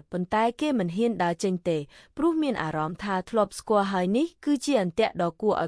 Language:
Khmer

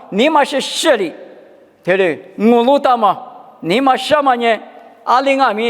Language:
Lisu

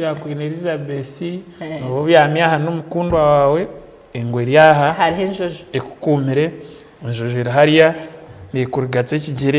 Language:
Nyankole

